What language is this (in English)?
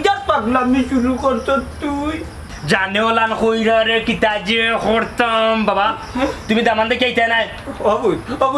Sylheti